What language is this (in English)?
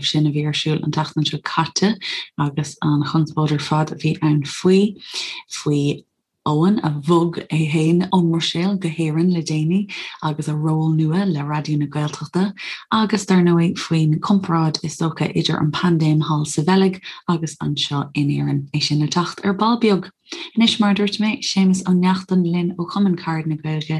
Irish